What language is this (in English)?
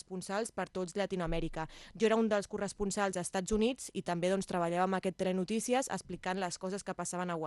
Catalan